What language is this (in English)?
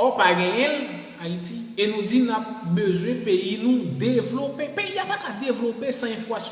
Haitian Creole